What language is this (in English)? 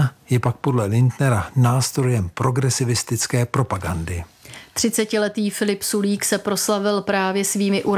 Czech